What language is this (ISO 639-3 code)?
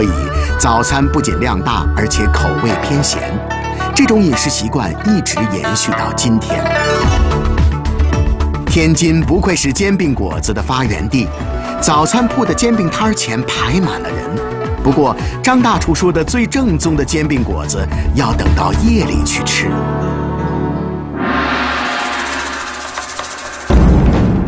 zho